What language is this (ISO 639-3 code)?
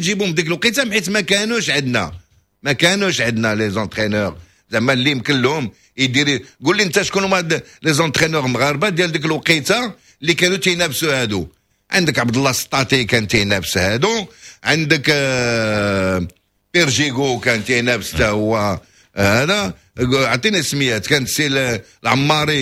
ary